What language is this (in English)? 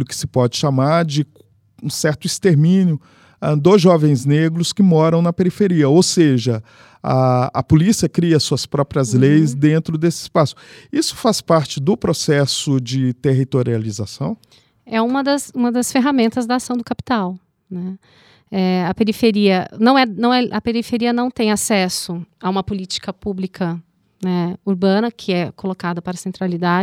Portuguese